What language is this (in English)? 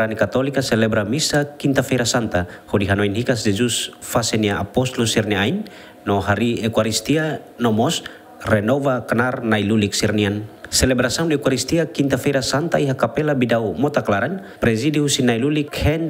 Tetum